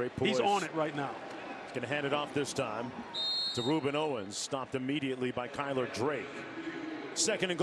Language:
English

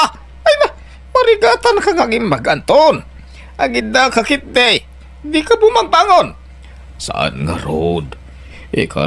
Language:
Iloko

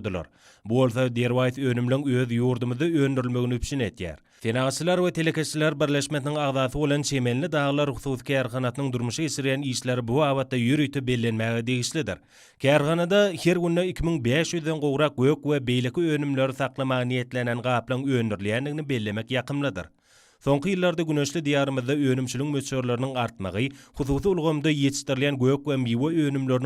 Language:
Turkmen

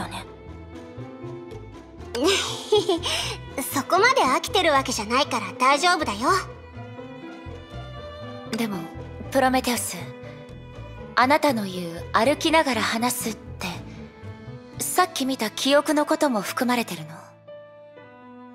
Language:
Japanese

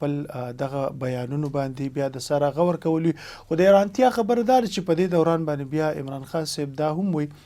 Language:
Pashto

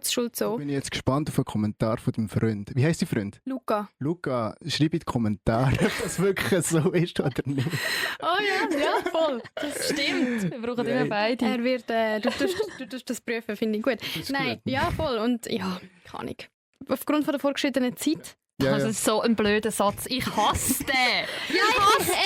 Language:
Swiss German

